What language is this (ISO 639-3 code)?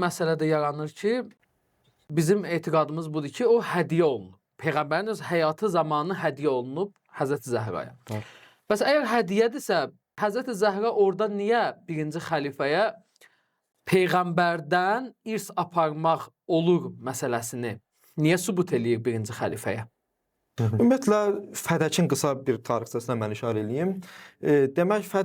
aze